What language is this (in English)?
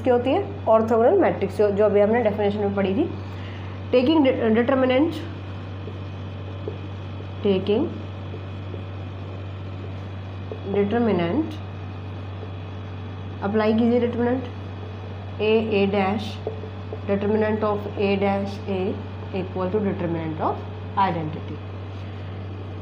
Hindi